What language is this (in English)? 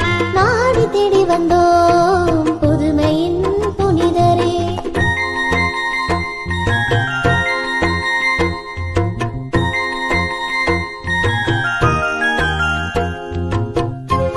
Tamil